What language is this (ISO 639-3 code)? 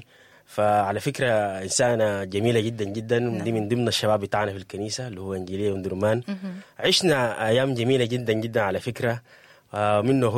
apd